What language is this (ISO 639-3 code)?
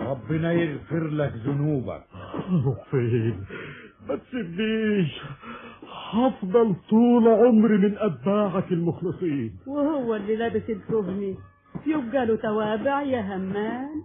arz